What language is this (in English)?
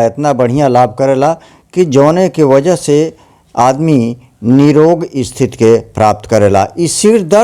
Bhojpuri